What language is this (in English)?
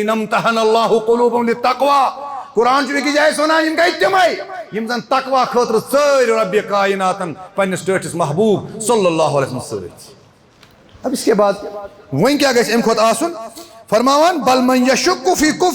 Kashmiri